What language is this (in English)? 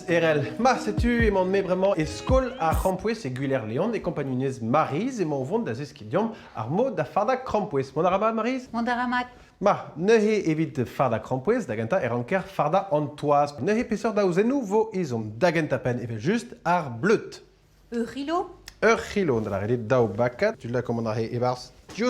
Breton